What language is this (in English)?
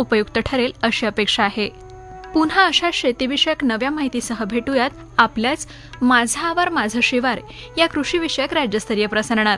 Marathi